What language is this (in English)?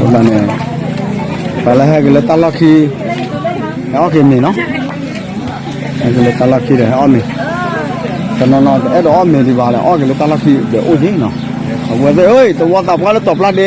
S'gaw Karen